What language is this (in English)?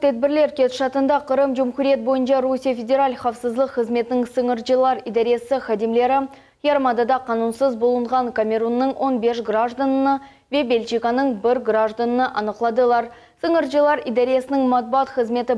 Crimean Tatar